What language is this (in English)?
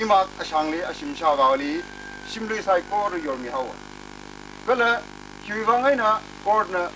Tangkhul Naga (India)